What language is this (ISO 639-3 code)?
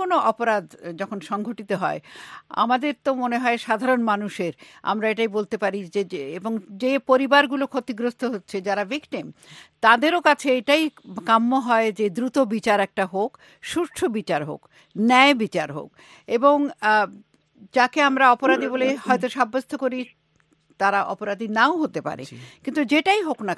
ben